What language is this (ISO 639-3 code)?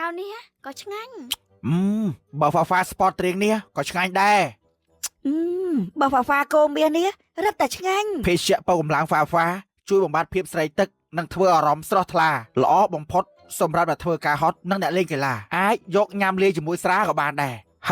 khm